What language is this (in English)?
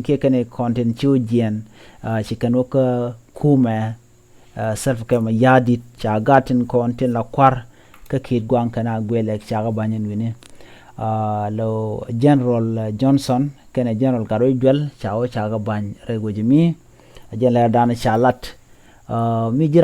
Nuer